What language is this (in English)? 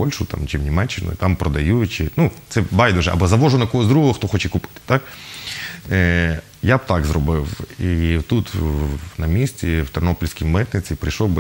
Ukrainian